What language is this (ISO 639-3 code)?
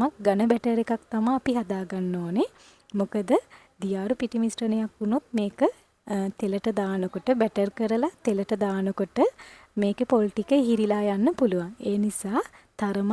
sin